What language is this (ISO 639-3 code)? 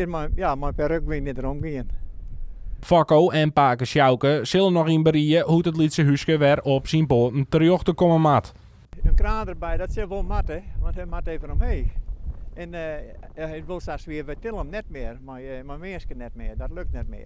fry